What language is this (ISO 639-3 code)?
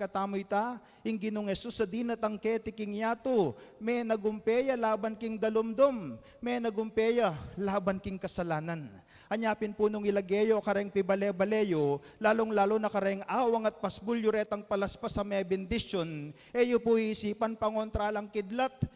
pam